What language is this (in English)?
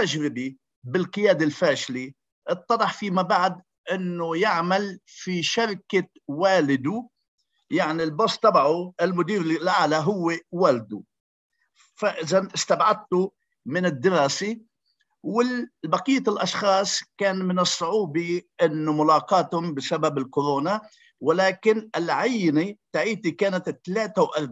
Arabic